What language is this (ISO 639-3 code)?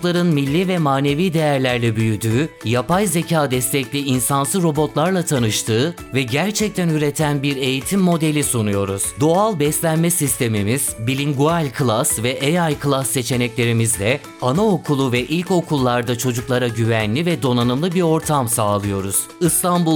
tur